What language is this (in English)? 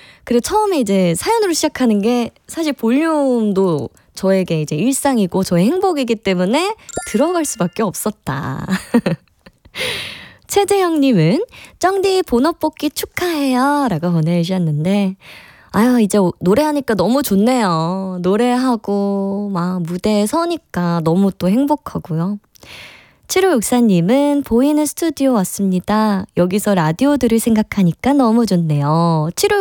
Korean